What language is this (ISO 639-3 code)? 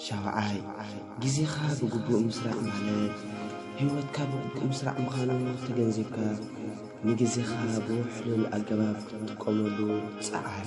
tir